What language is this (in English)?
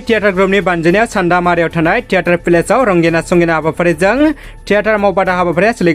Bodo